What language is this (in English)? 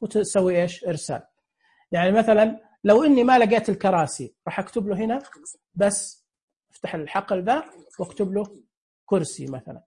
Najdi Arabic